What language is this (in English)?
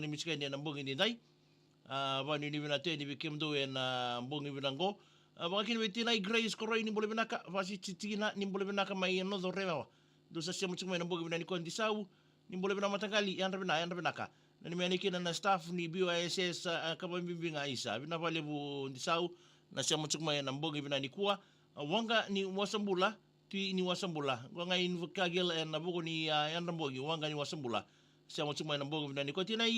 Fijian